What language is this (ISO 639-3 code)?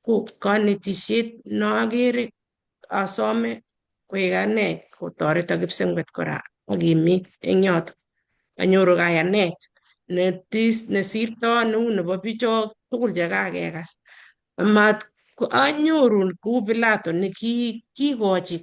kln